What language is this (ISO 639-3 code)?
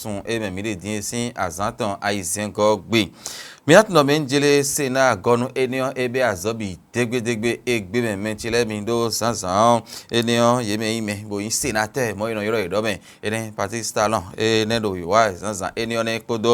fon